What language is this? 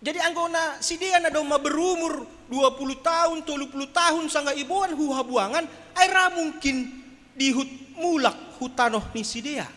Batak Simalungun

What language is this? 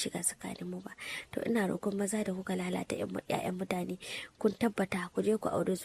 Hausa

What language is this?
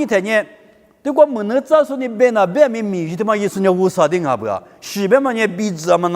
Lisu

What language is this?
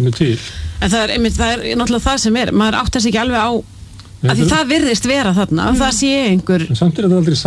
Icelandic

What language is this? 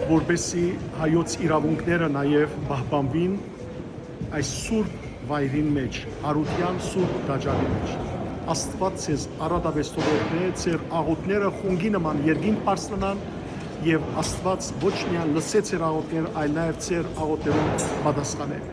Western Armenian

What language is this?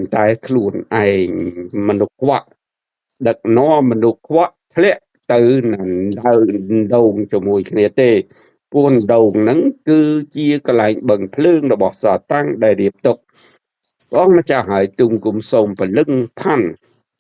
Khmer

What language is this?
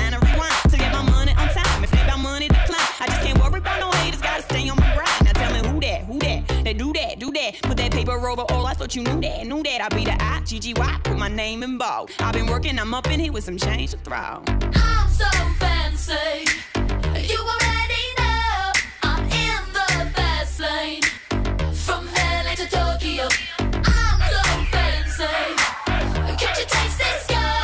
English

